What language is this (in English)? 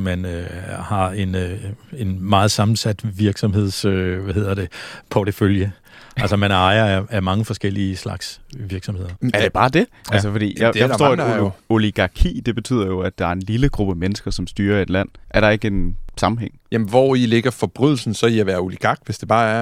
Danish